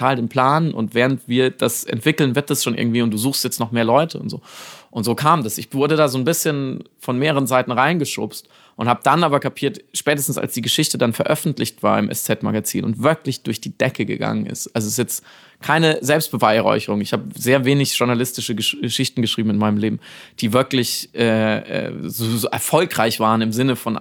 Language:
German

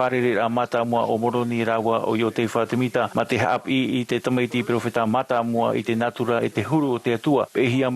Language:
Tahitian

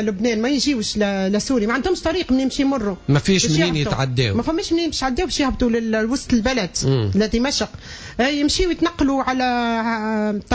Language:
Tunisian Arabic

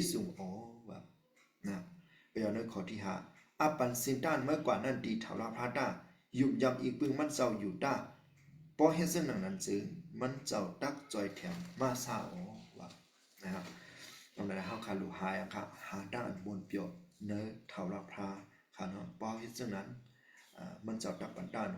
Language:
Shan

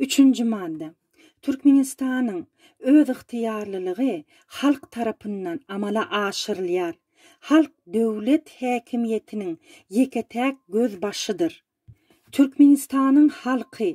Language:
Turkmen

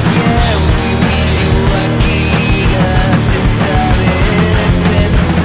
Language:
Occitan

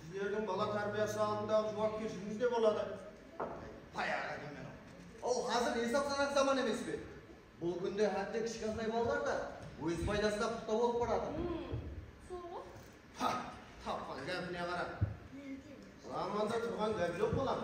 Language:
Kara-Kalpak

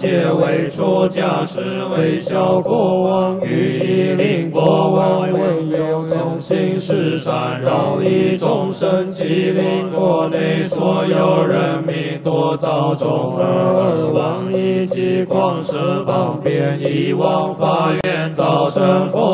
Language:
Chinese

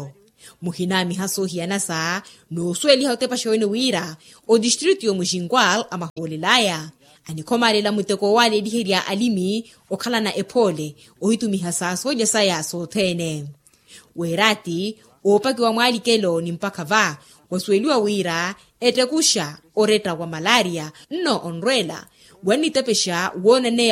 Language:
Makhuwa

